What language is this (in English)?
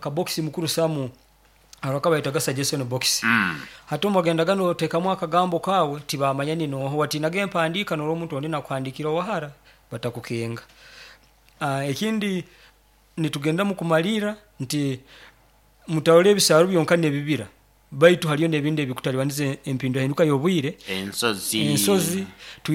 Nyoro